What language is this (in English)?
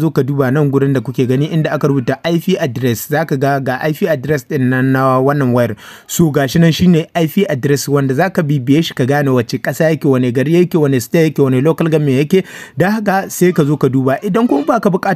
Hausa